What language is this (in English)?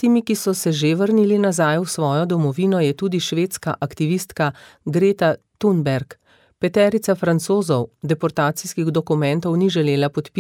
Slovenian